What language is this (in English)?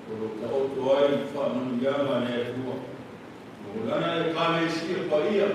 Samoan